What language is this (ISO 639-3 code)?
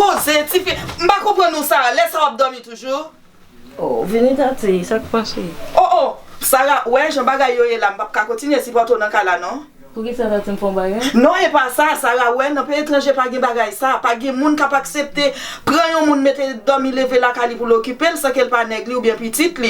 hat